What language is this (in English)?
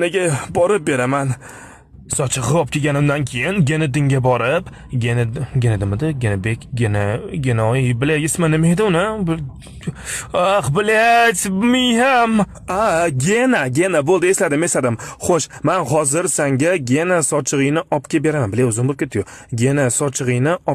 Uzbek